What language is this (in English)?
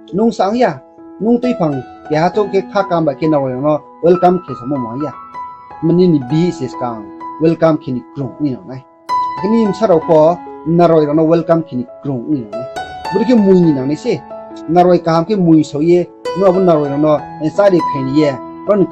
Riang (India)